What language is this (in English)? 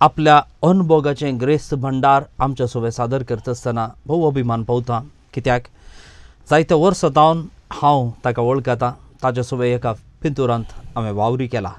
Konkani